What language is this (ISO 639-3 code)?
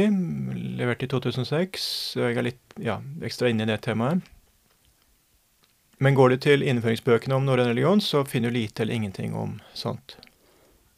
nor